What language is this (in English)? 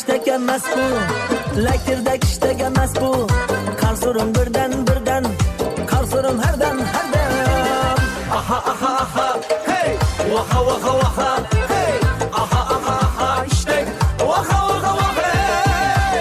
Kara-Kalpak